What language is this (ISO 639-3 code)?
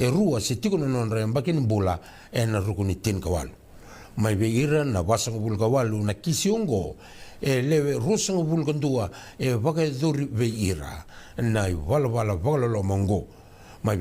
fij